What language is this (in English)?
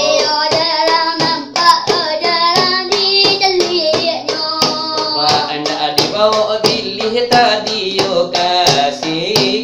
Minangkabau